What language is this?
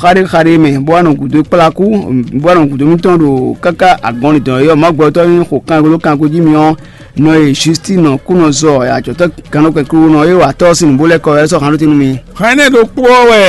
Fon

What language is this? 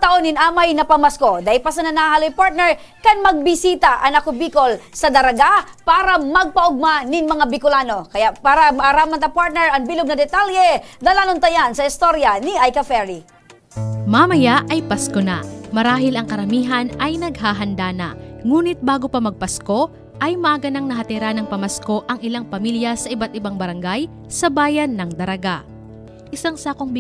Bikol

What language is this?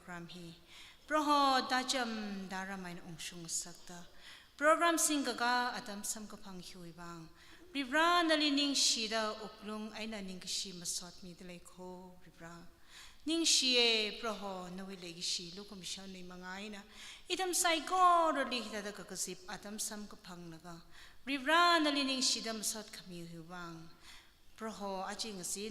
Tangkhul Naga (India)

